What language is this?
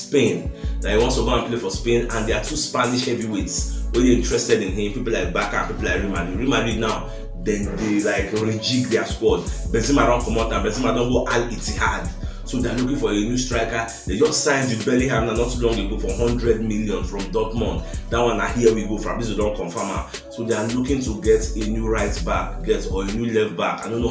Nigerian Pidgin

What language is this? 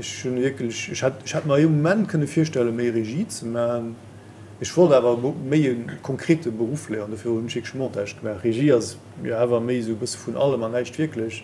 Luxembourgish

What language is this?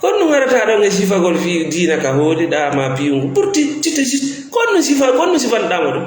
Fula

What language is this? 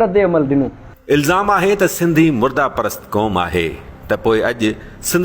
Sindhi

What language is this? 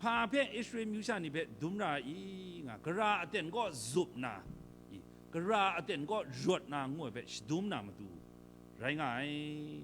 Kachin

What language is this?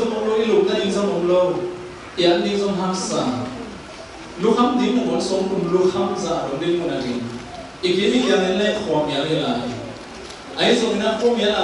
Tedim Chin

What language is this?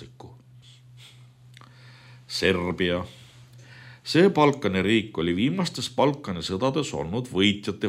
Estonian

